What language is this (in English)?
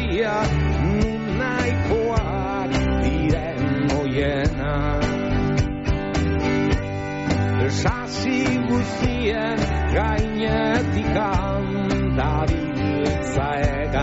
Basque